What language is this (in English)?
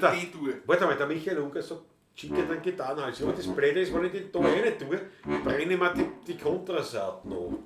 Bavarian